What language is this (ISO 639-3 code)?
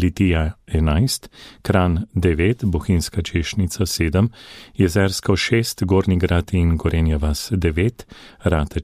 slv